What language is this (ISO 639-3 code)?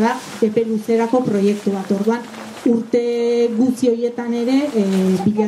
eus